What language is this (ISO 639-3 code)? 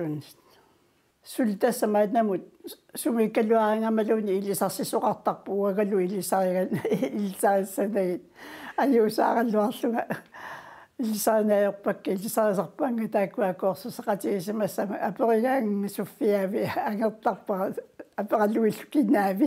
kal